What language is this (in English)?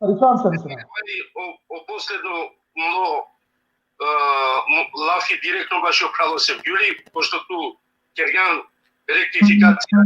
Balkan Romani